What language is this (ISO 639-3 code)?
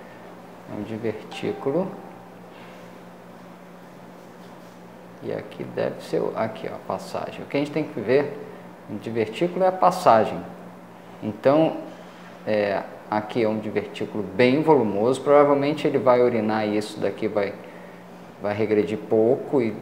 por